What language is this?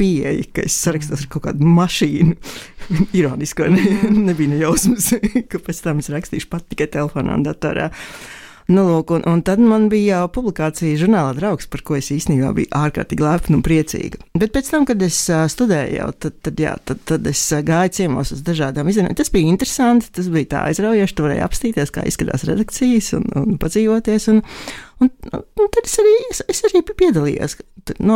Latvian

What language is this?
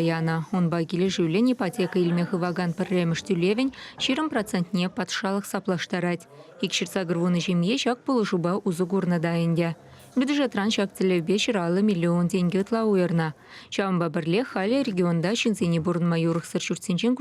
Chuvash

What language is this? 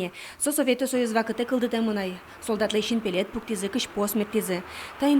Udmurt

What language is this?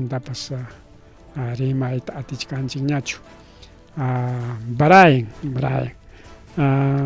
Ayacucho Quechua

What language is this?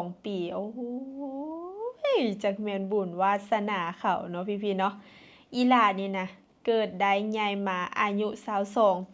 Lao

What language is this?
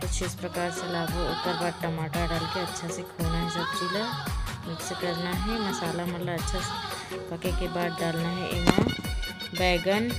Chhattisgarhi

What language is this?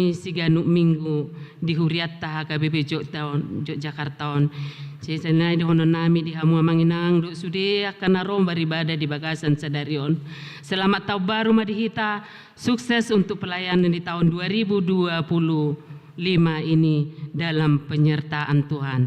Batak Toba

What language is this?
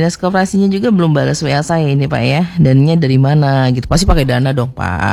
Indonesian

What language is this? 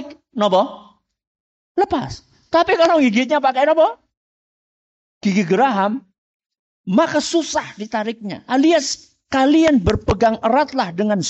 Indonesian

